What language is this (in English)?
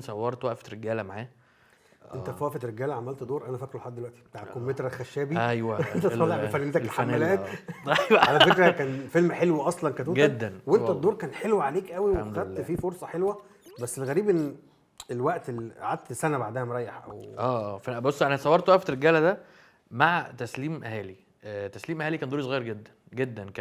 Egyptian Arabic